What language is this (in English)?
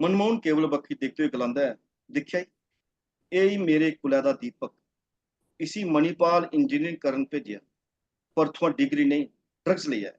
Dogri